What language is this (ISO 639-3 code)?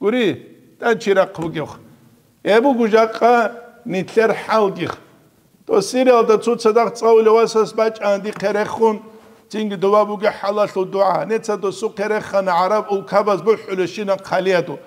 ava